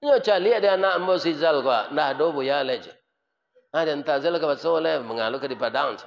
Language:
Minangkabau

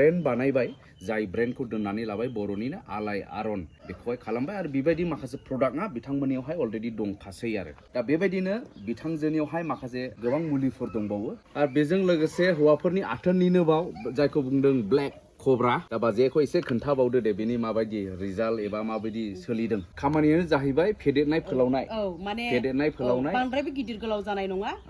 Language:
Bodo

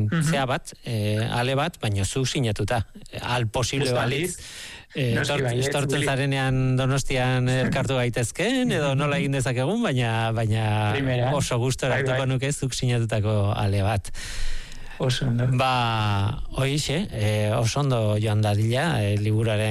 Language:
Basque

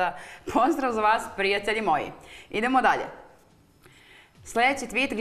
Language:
Serbian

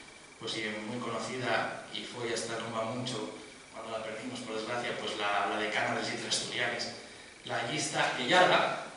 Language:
Asturian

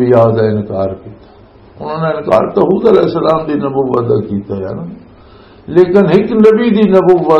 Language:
Western Panjabi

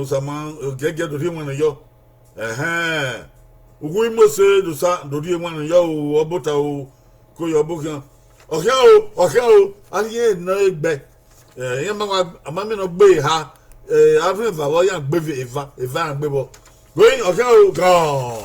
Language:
Bini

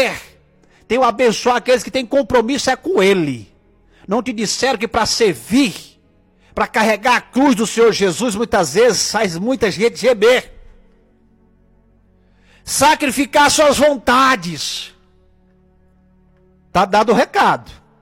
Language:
Portuguese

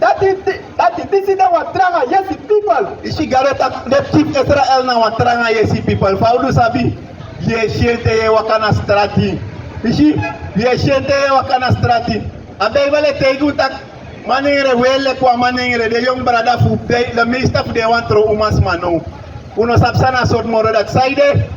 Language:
Sranan Tongo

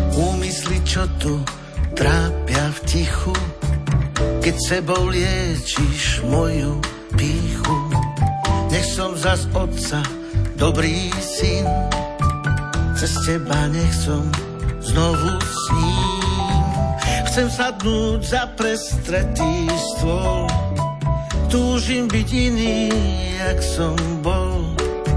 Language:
Slovak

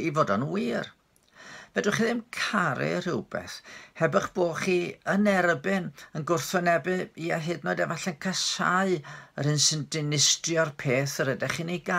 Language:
Welsh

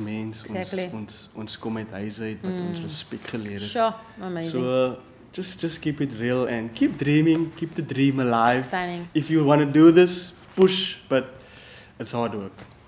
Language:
Afrikaans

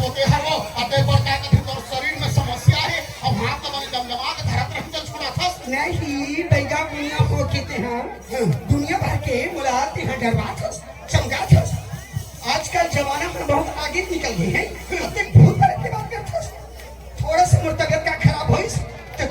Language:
Chhattisgarhi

